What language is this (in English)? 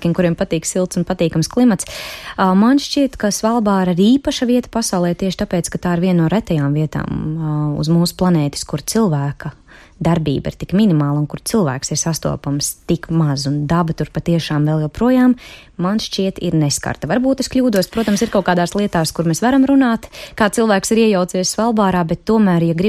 Latvian